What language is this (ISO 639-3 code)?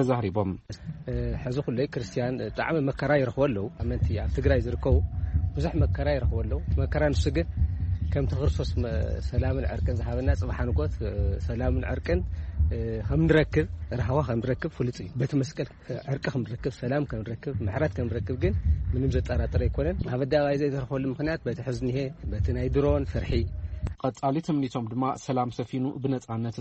tir